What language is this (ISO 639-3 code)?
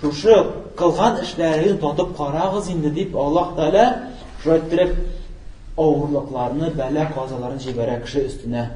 tat